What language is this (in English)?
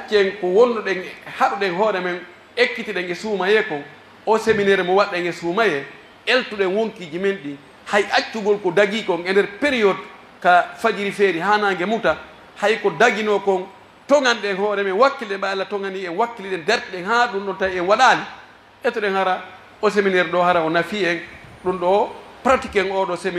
Pular